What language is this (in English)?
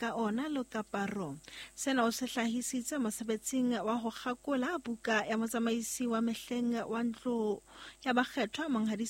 Southern Sotho